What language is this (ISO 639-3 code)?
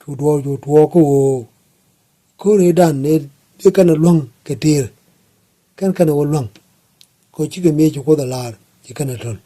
nus